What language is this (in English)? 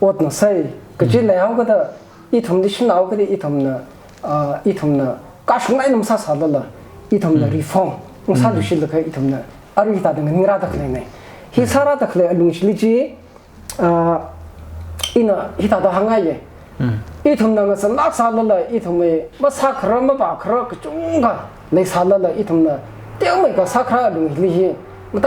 Tangkhul Naga (India)